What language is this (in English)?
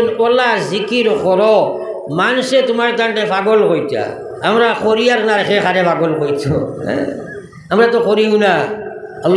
Sylheti